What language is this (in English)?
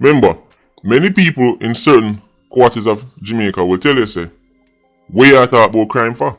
Jamaican Creole English